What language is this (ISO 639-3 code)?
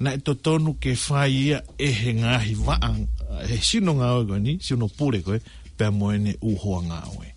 ton